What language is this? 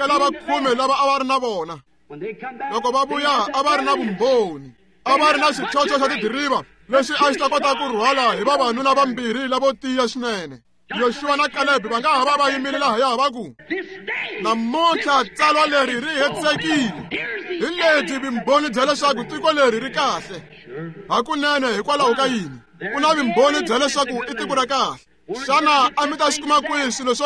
Tsonga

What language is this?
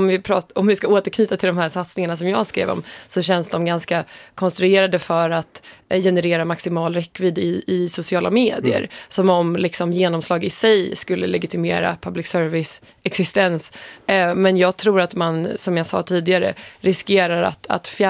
Swedish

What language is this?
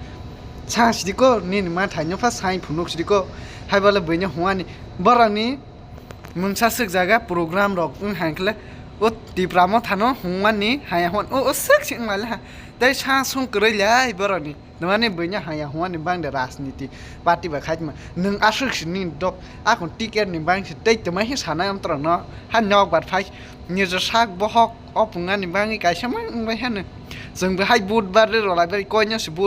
Kok Borok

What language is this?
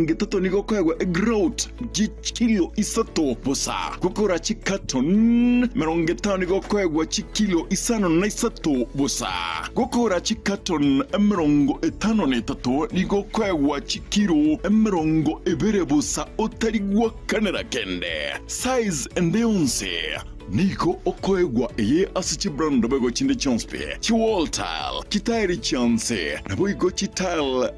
Gusii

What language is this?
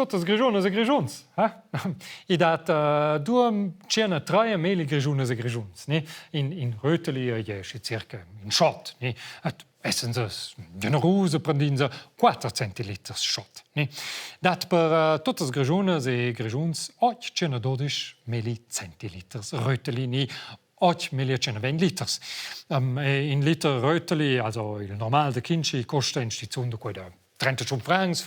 Romansh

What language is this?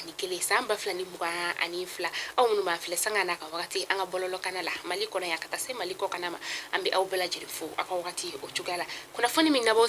Bambara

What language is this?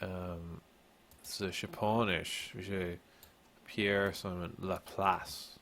Irish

